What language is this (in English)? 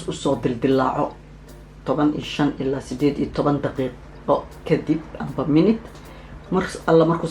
Somali